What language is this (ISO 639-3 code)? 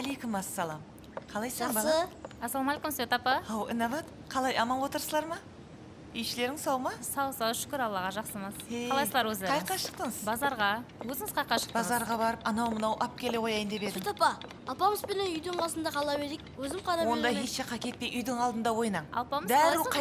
kaa